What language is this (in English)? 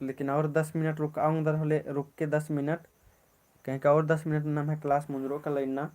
Kurukh